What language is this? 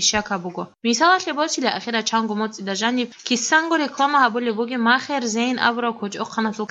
Avaric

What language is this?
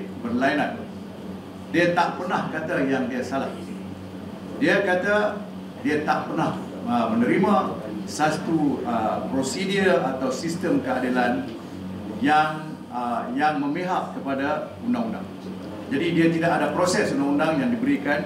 Malay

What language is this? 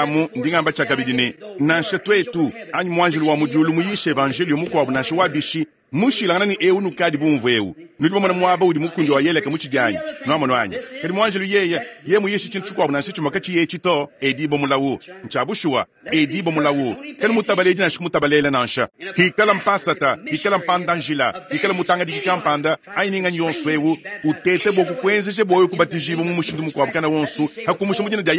Luba-Lulua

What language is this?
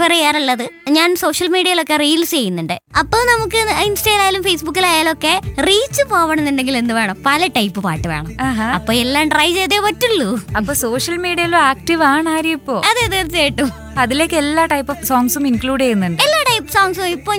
Malayalam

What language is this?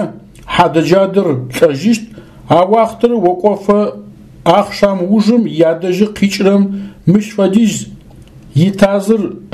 Adyghe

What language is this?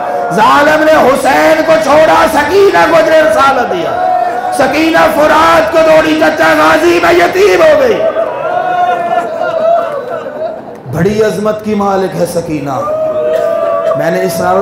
Urdu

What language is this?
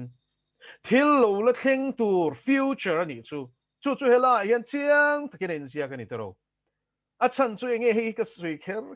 Mizo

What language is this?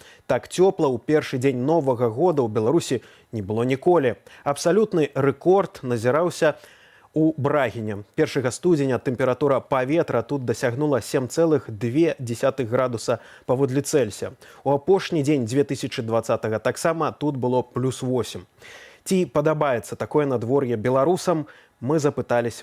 Belarusian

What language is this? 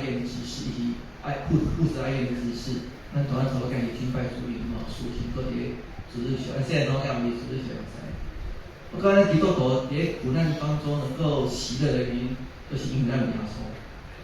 Min Nan Chinese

